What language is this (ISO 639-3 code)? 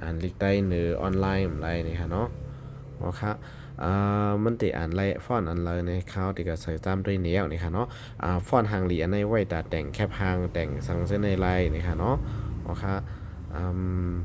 shn